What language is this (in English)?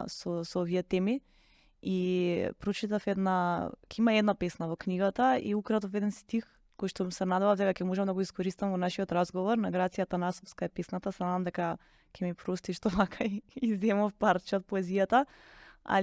Macedonian